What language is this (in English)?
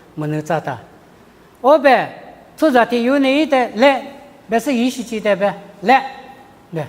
Lisu